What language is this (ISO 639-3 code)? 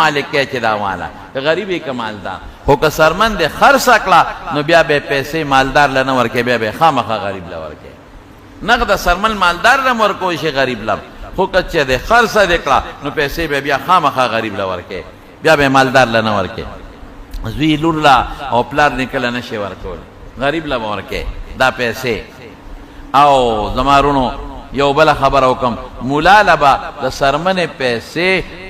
pus